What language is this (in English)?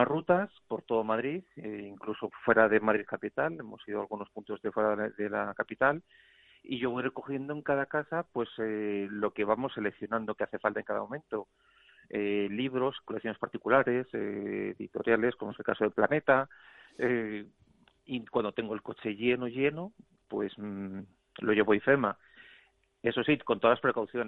Spanish